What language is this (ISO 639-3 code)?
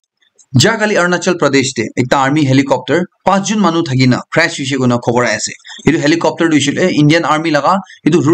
nag